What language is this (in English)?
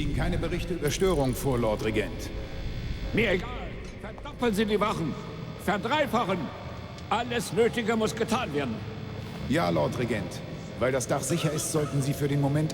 Bavarian